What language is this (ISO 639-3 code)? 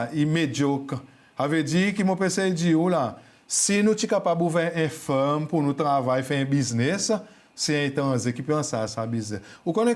crs